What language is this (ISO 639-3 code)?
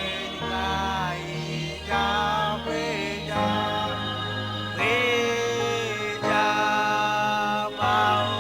mah